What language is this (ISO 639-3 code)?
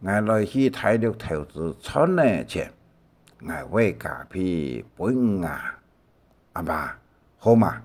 hak